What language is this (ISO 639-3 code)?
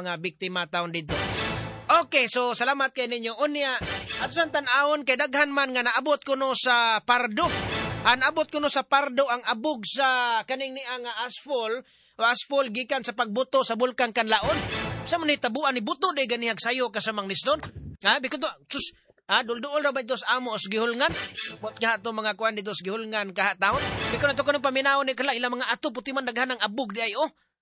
ceb